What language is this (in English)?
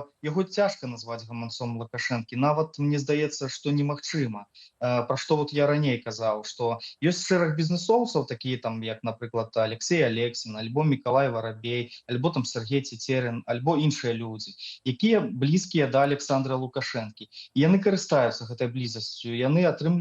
Belarusian